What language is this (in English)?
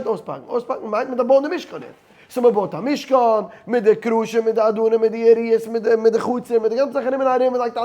Yiddish